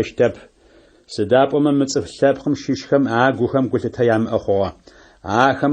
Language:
Adyghe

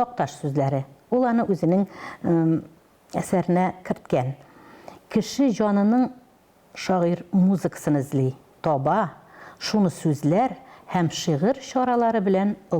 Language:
Tatar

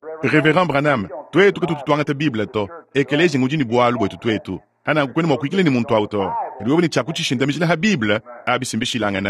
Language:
Luba-Lulua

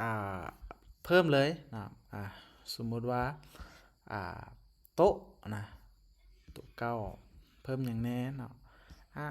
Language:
Lao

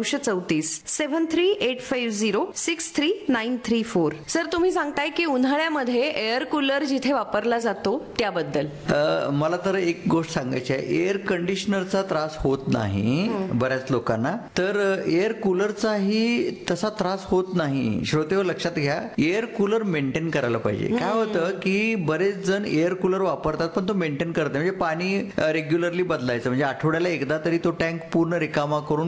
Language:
Marathi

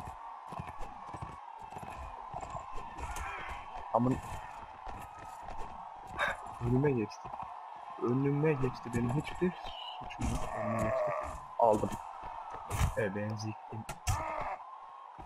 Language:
Turkish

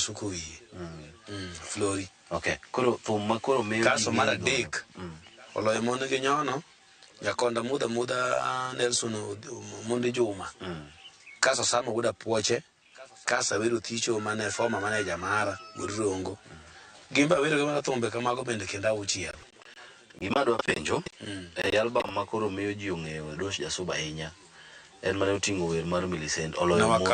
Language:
Luo (Kenya and Tanzania)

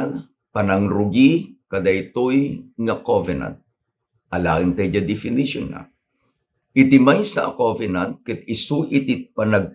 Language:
Iloko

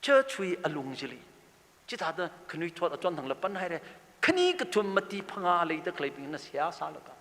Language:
Tangkhul Naga (India)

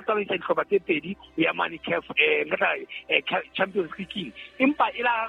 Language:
Southern Sotho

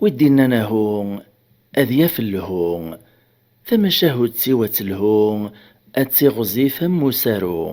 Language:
Kabyle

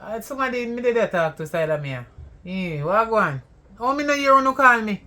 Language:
Jamaican Creole English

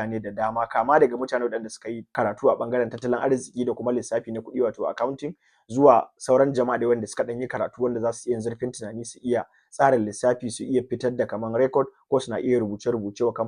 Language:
Hausa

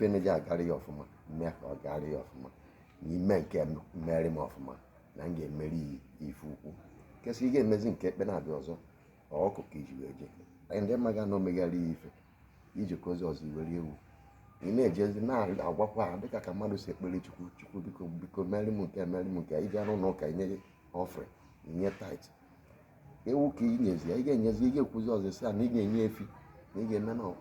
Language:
Igbo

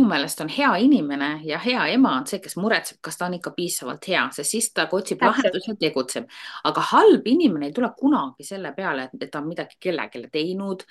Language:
Estonian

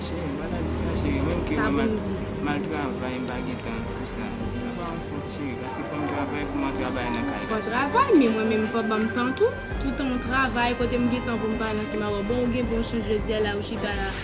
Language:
Haitian Creole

